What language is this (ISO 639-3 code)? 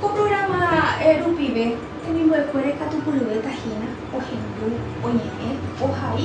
grn